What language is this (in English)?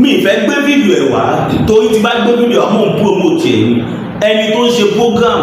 Yoruba